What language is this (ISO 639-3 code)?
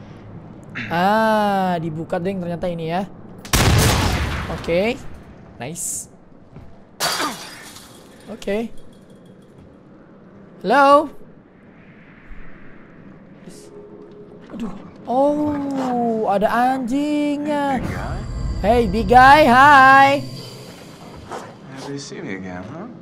ind